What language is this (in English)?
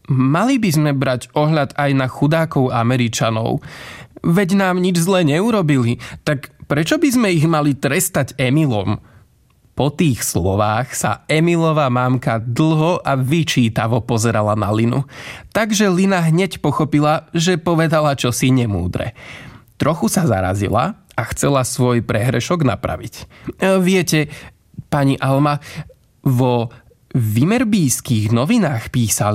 Slovak